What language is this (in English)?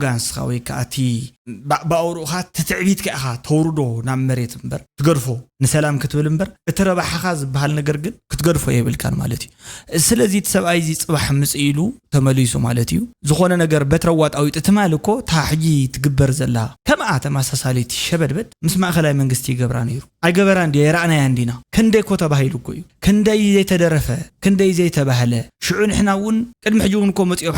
Tigrinya